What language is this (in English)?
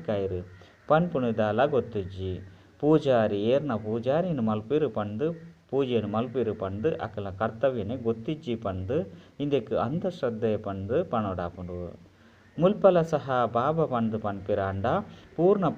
Tulu